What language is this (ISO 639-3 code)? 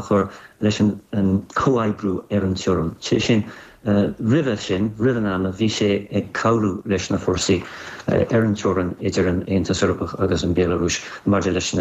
gle